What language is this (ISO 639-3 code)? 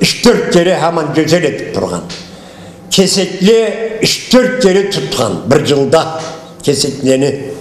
krc